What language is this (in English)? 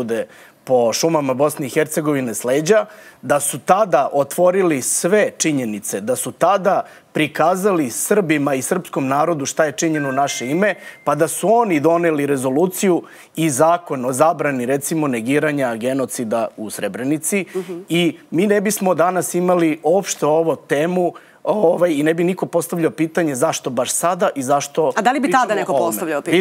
Serbian